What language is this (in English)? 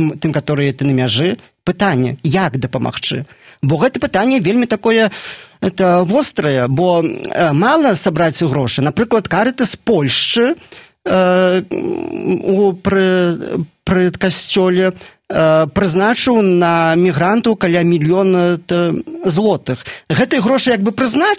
Belarusian